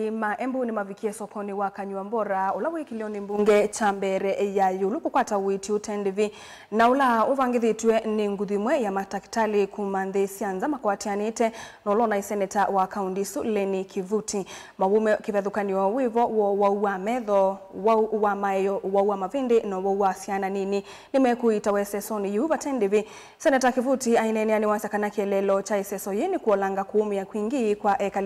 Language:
Kamba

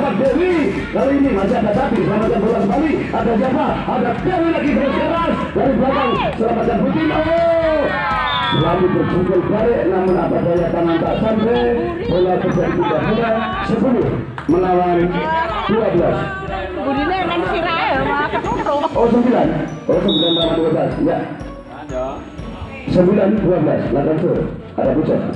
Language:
Indonesian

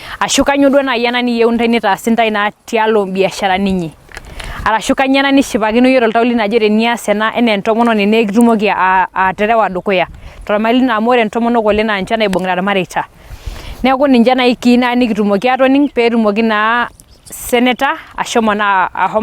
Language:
Masai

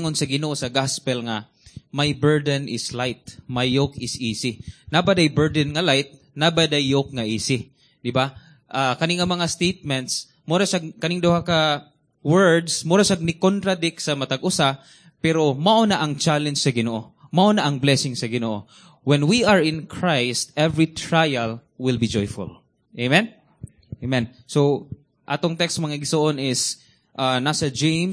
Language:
Cebuano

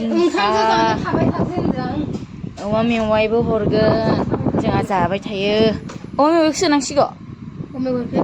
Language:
Bodo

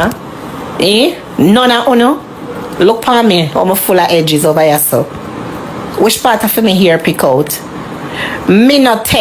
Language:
Jamaican Creole English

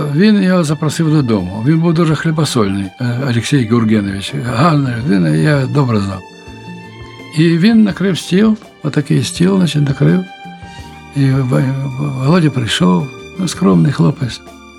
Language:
Ukrainian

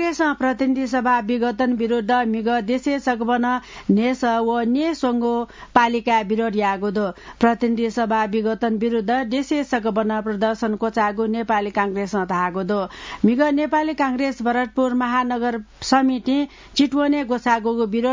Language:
Newari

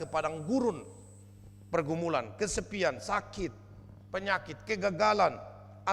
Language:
Batak Toba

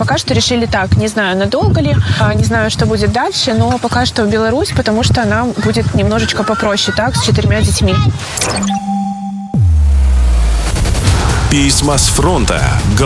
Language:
Russian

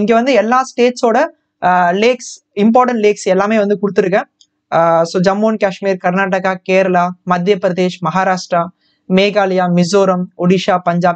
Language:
Tamil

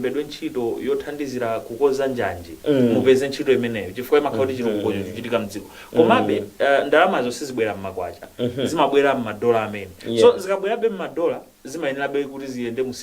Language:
Nyanja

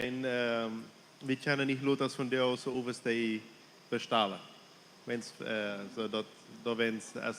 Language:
Plautdietsch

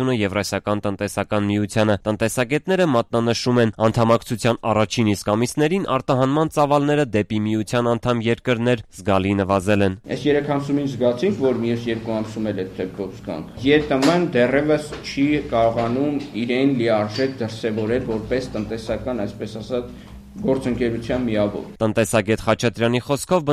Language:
Armenian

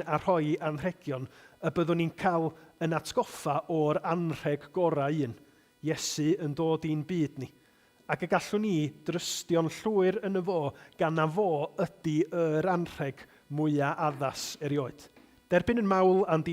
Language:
Welsh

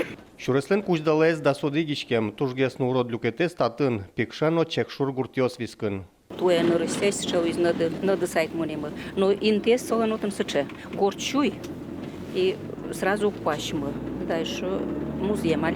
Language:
Udmurt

